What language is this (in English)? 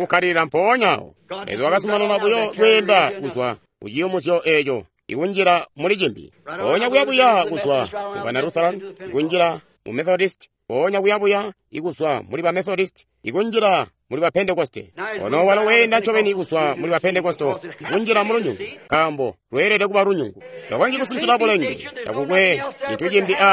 Tonga (Zambia)